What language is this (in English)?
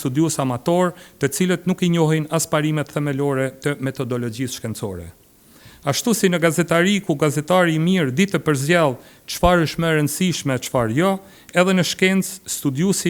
Albanian